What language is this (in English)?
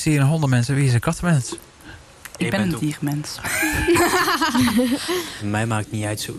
Dutch